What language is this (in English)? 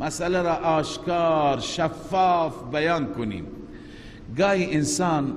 Persian